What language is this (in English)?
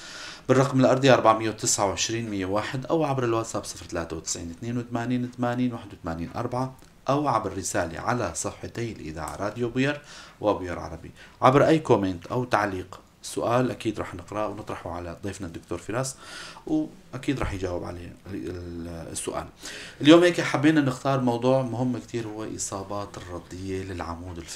North Levantine Arabic